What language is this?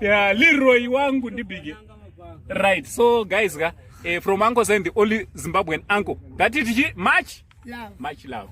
Shona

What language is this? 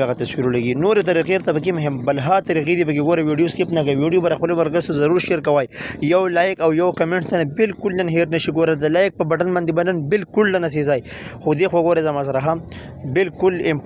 Pashto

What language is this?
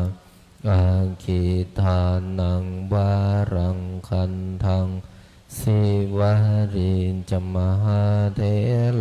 Pali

